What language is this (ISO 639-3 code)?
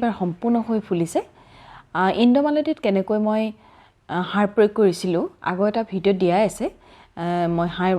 asm